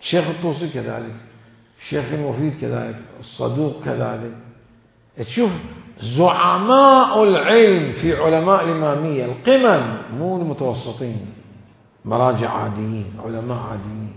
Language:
Mesopotamian Arabic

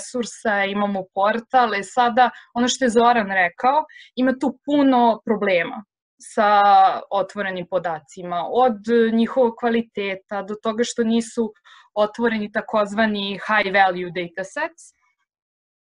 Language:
Serbian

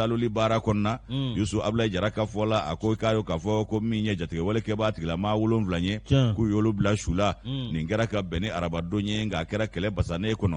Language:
Bambara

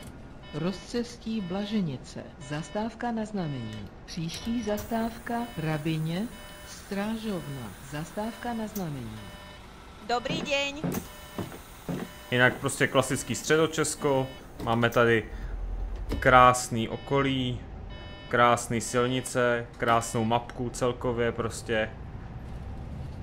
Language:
Czech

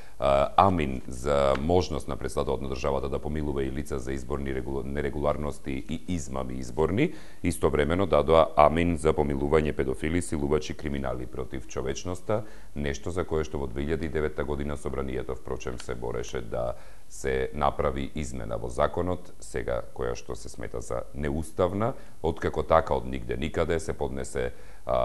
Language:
Macedonian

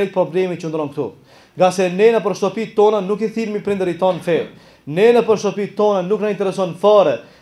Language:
Albanian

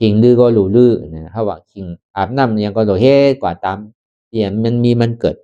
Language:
Shan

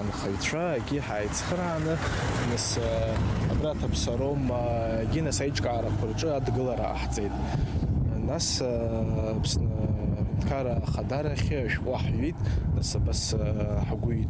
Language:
Abkhazian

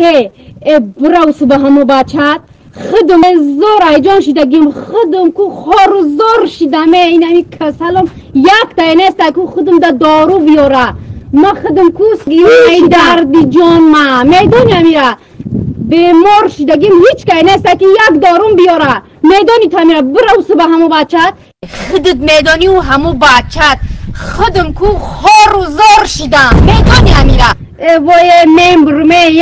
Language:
Tajik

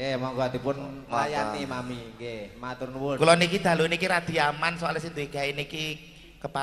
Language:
Javanese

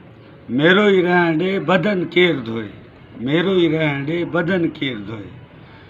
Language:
Sindhi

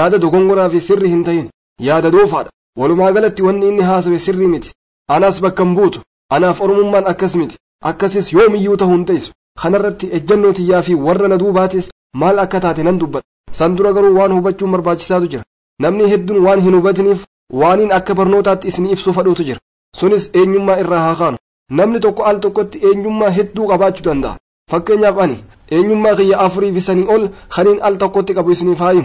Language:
Oromo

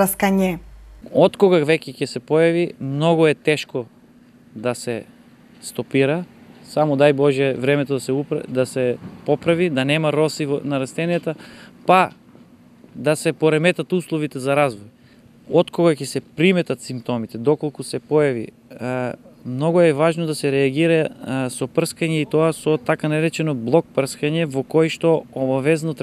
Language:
Macedonian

